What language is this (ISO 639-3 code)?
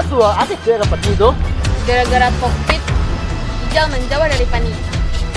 min